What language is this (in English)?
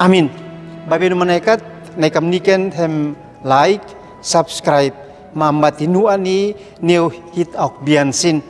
Uab Meto